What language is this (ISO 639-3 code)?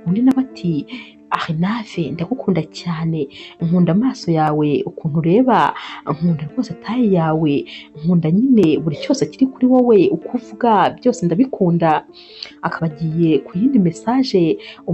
kin